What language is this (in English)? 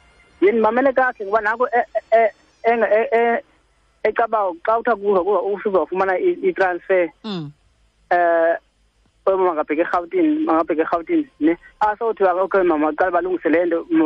Xhosa